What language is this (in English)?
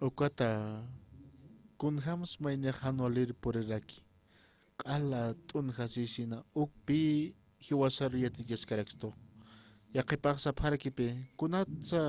Aymara